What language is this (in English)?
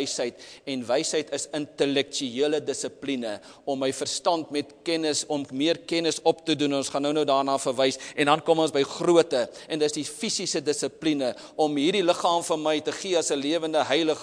Afrikaans